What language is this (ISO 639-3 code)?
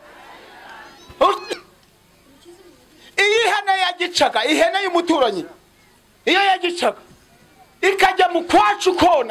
kin